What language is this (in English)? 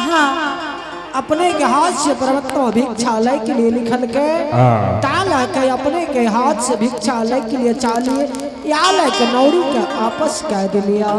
Angika